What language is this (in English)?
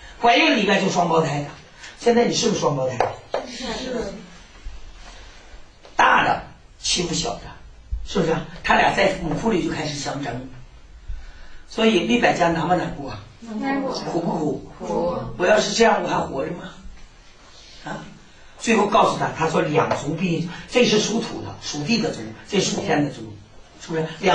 Chinese